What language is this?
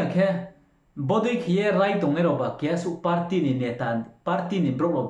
Riang (India)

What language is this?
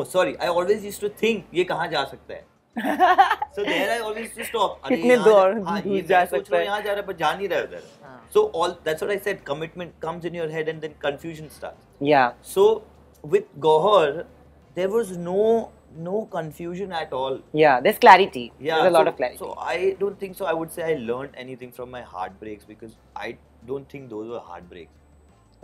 English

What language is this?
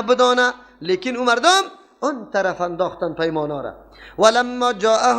Persian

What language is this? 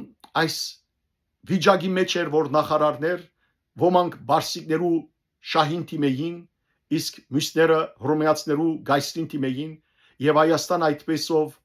Western Armenian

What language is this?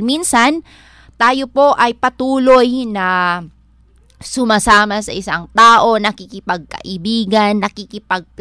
Filipino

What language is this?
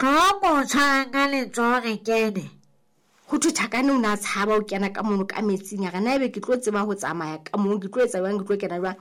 Southern Sotho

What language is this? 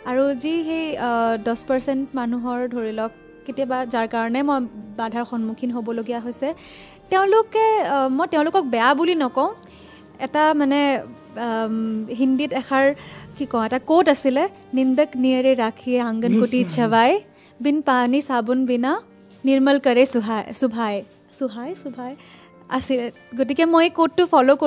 Assamese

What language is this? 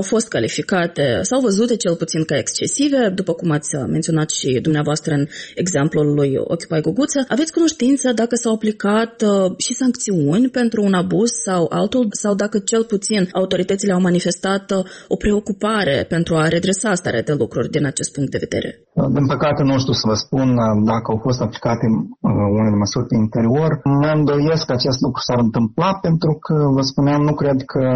Romanian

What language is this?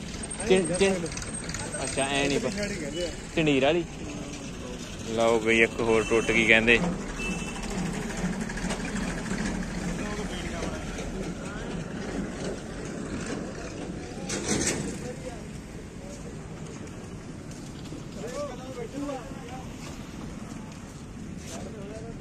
Punjabi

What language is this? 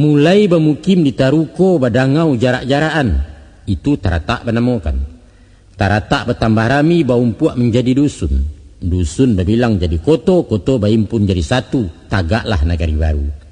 Minangkabau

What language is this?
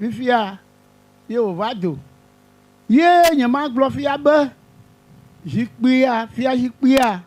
Ewe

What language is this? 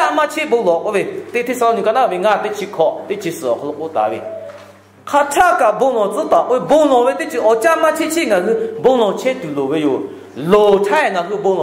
Lahu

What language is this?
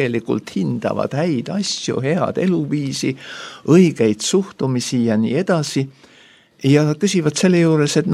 Estonian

